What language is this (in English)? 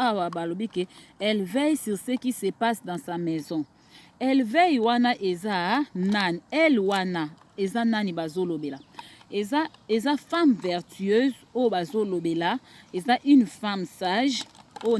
Lingala